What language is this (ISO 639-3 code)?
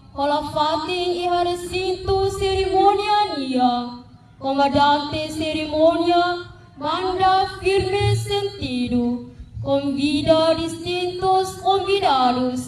tet